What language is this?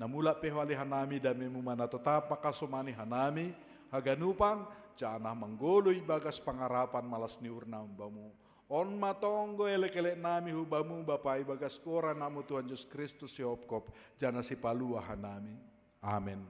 Batak Simalungun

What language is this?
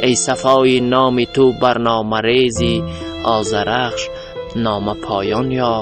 Tajik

